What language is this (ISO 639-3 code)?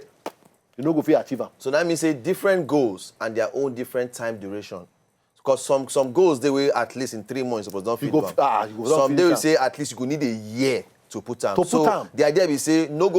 pcm